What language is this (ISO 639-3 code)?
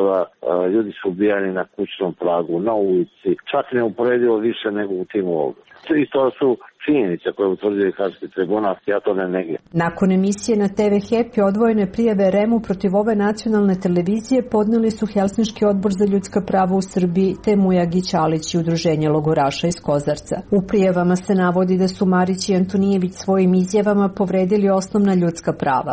srp